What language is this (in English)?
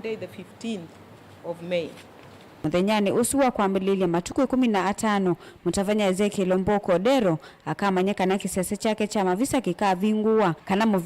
Kamba